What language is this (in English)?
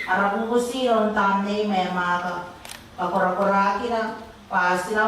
Gilbertese